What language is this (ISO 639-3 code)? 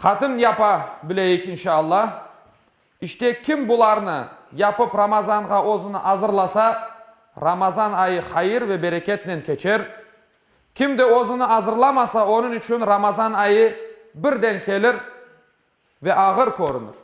crh